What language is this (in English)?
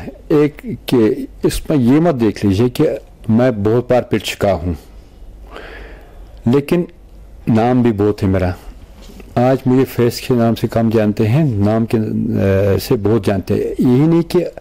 Urdu